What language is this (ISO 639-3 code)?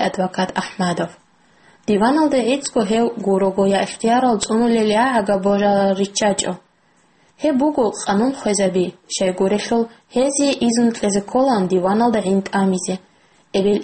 ava